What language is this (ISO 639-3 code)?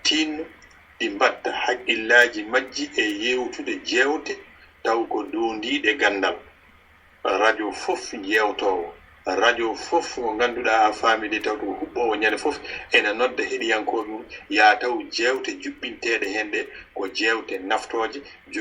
ful